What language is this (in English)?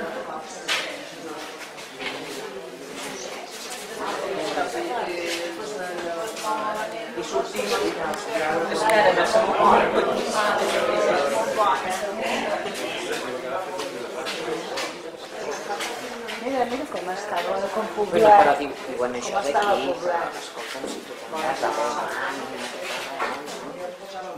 Catalan